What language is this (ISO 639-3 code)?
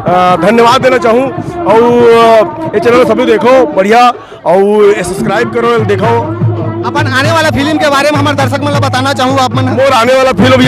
hne